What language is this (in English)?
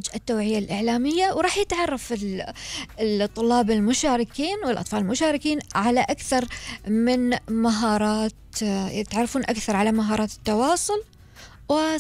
Gulf Arabic